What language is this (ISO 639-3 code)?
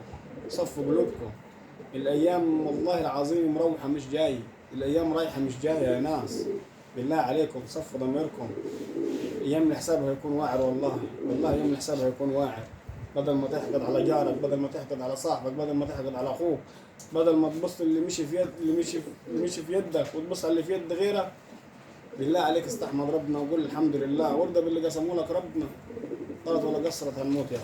arz